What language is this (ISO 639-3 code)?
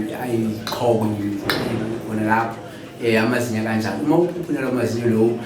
zul